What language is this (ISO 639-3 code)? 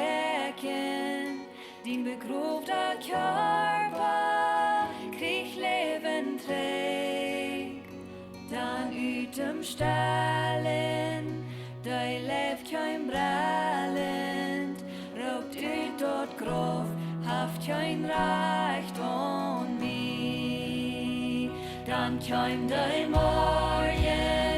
pdt